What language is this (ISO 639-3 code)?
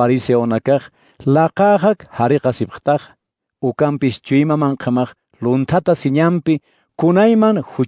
aym